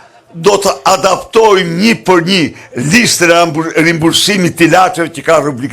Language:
Albanian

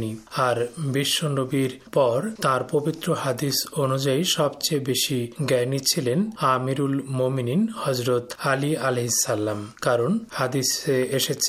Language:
Bangla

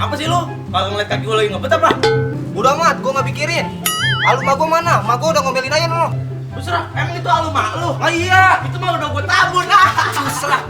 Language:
Betawi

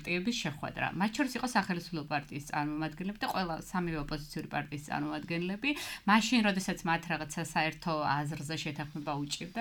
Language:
Georgian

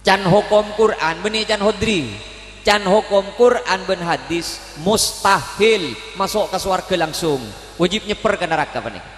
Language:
Madurese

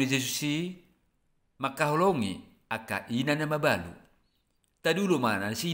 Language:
Batak Toba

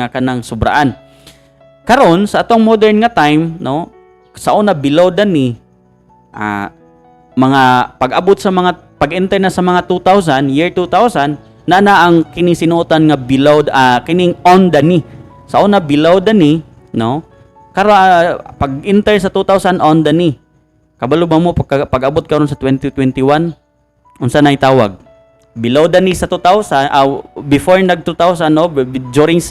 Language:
Cebuano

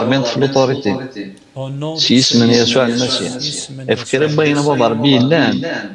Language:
Kabyle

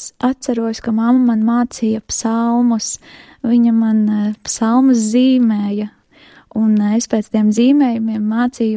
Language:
Latvian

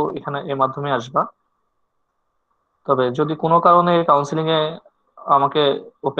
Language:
Bangla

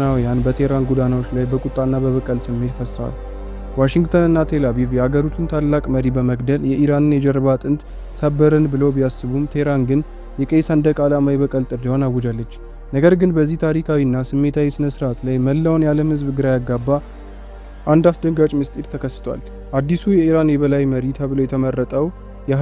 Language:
Amharic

